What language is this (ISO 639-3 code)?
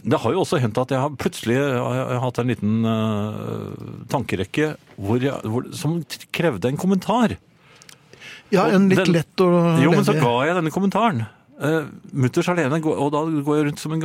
nor